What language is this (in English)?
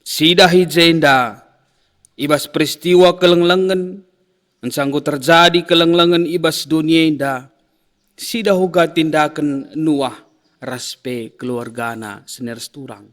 Batak Karo